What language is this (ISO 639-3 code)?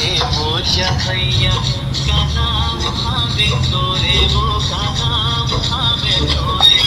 hne